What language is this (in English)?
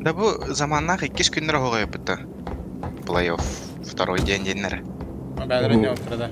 Yakut